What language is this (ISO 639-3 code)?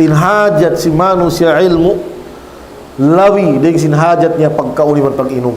tsg